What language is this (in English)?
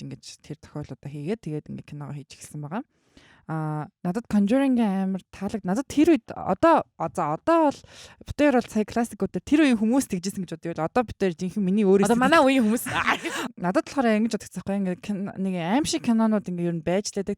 Mongolian